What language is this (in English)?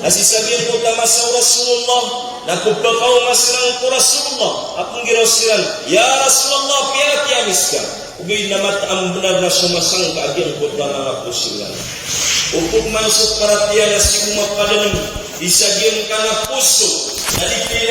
Maranao